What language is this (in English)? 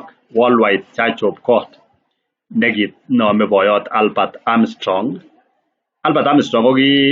Kalenjin